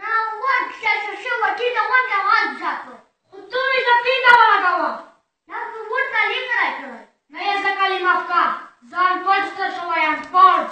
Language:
Pashto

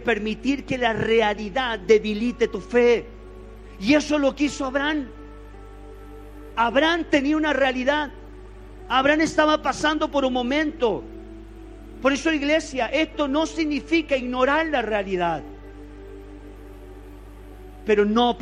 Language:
Spanish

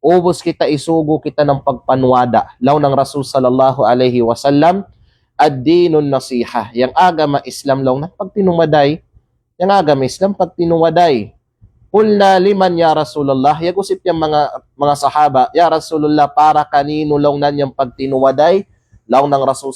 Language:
Kalagan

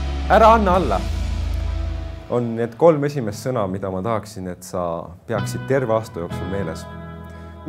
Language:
Estonian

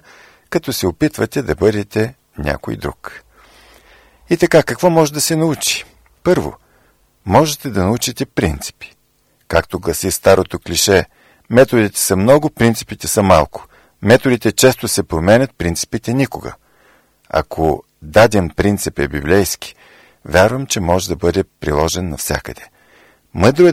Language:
Bulgarian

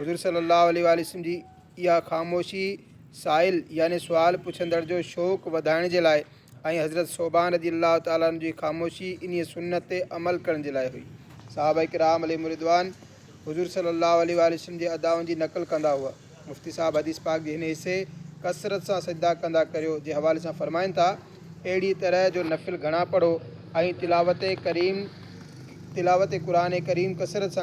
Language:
Sindhi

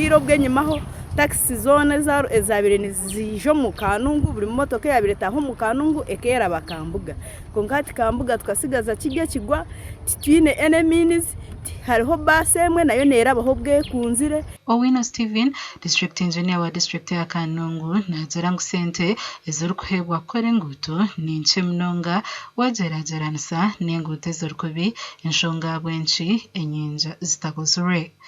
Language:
Nyankole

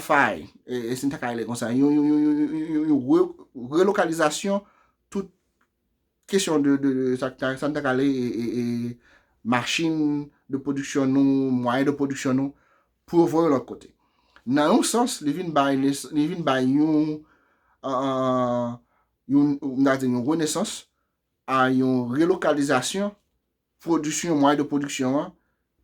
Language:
Haitian Creole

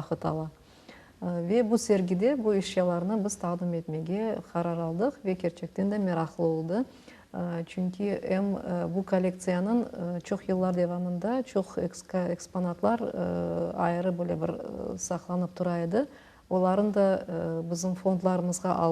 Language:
Crimean Tatar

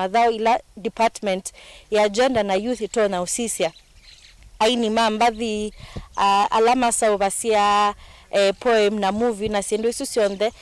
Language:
Kamba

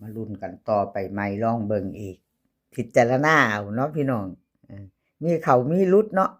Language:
Northeastern Thai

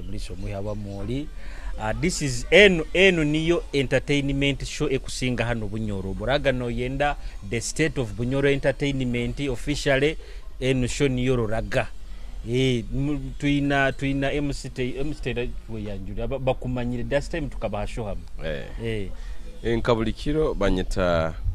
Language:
Nyoro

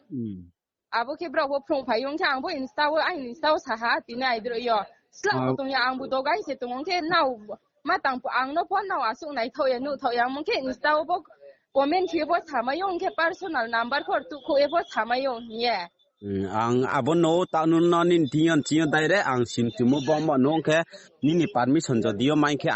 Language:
Riang (India)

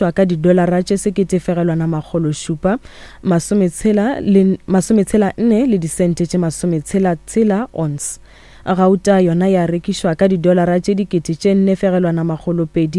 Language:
Northern Sotho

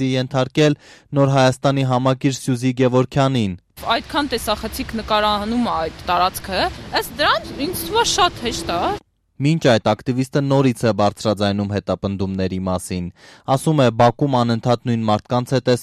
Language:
Armenian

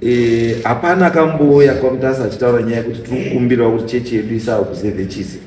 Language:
Shona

